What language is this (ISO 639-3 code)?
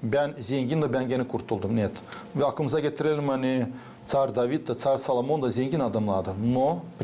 gag